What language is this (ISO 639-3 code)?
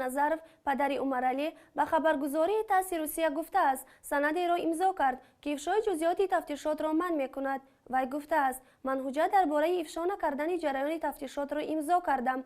tgk